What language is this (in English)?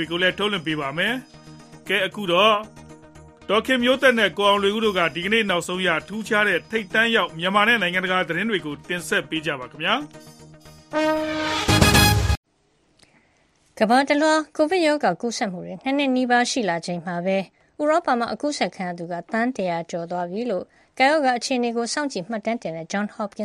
Burmese